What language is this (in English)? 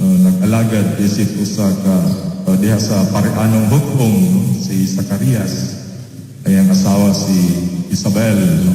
Cebuano